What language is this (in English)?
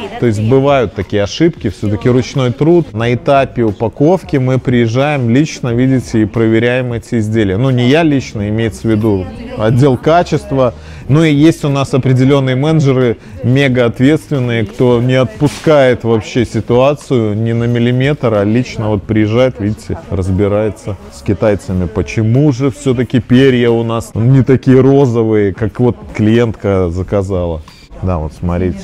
Russian